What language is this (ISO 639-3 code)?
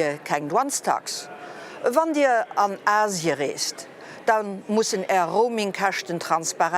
ltz